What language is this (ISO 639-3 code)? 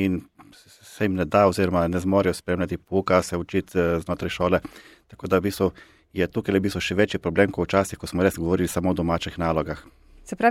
slv